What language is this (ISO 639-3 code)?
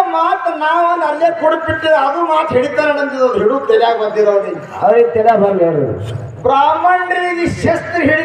kan